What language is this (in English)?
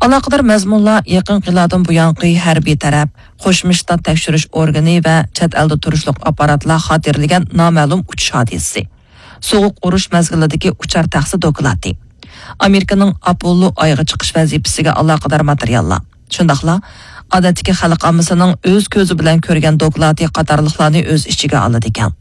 Uyghur